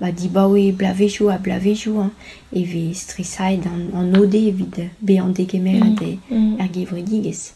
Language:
Breton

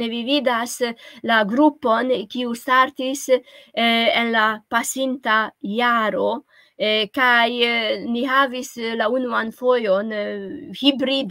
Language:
Esperanto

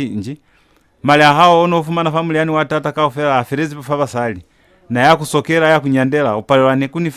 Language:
Lozi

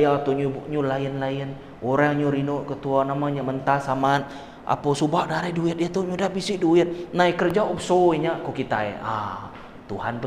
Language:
Iban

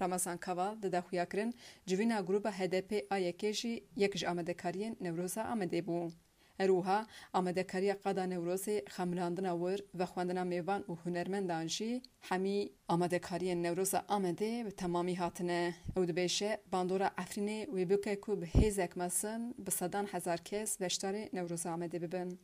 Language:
Kurdish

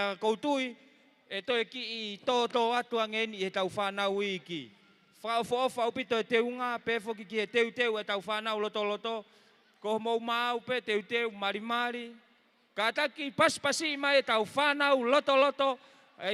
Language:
Tongan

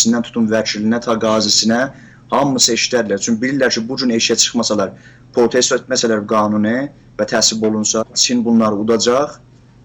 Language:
South Azerbaijani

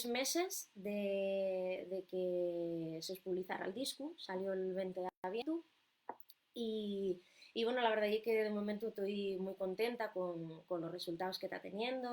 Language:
Asturian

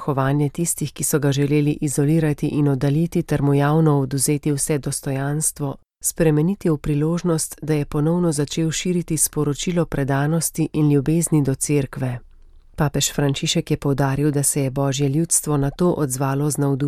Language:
Slovenian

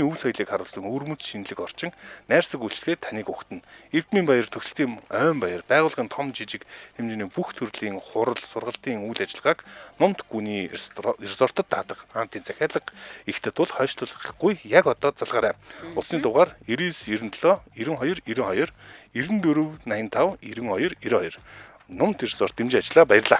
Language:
Mongolian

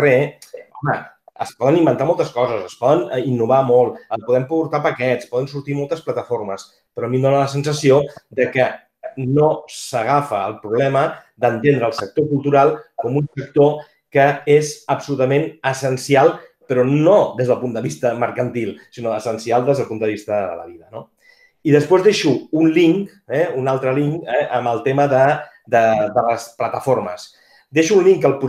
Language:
Catalan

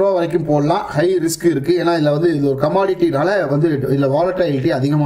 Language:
Tamil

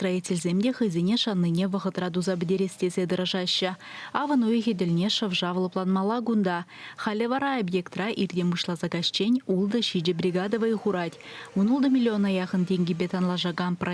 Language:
Chuvash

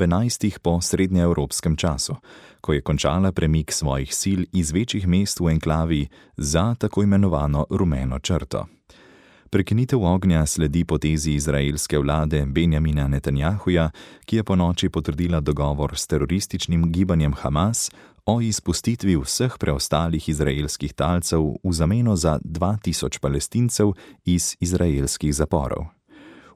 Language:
Slovenian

